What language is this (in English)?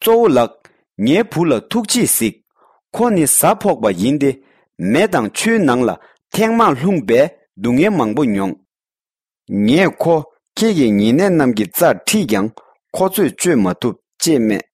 Tibetan